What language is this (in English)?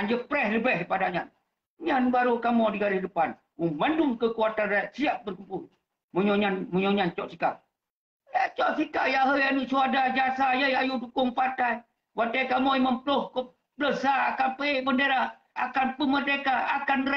Achinese